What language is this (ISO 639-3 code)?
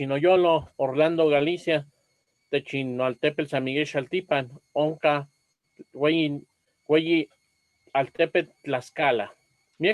nhe